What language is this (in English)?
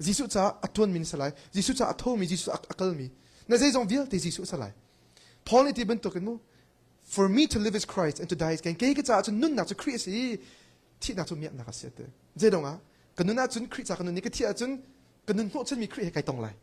Hakha Chin